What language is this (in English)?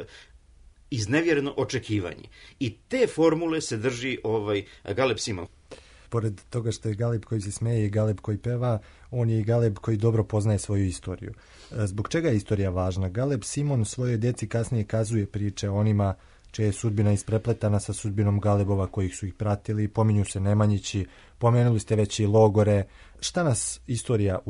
Serbian